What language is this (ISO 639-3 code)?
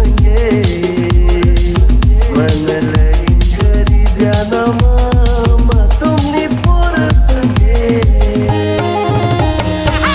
mar